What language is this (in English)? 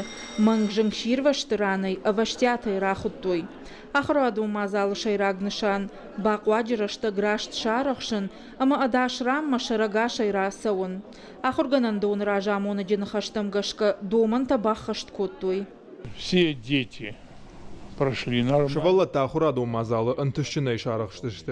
Ossetic